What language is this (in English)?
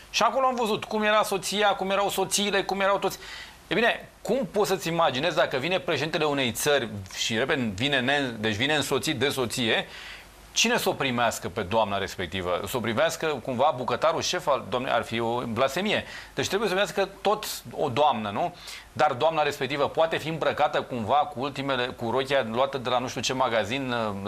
Romanian